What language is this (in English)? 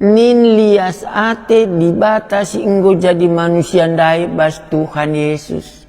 Batak Karo